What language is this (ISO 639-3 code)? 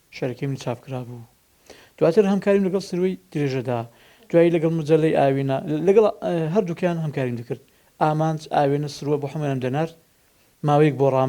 ckb